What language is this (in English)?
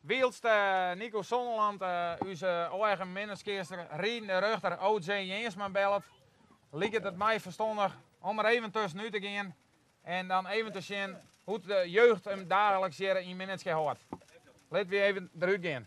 Western Frisian